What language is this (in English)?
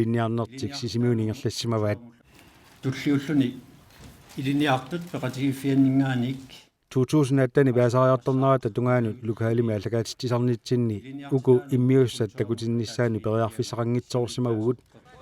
Kalaallisut